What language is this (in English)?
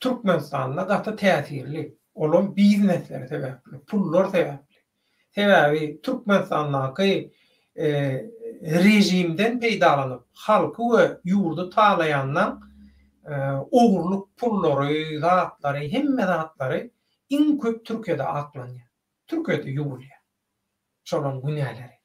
Turkmen